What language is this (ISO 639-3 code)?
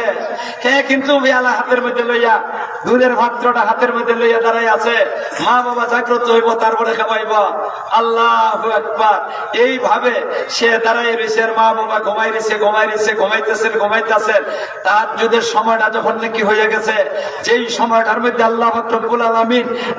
syl